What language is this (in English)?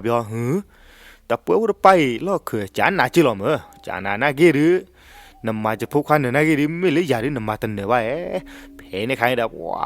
S'gaw Karen